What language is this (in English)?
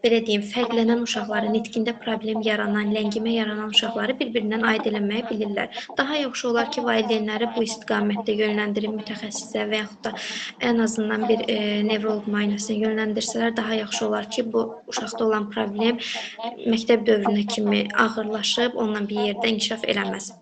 Azerbaijani